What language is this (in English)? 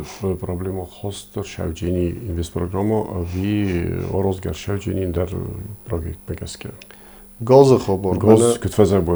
Ossetic